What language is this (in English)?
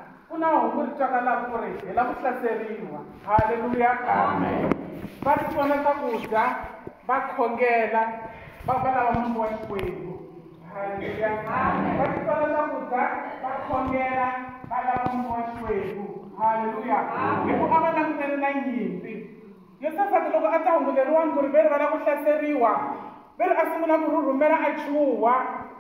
Tsonga